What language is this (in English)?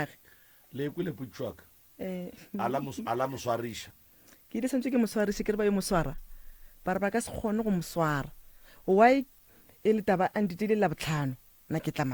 Northern Sotho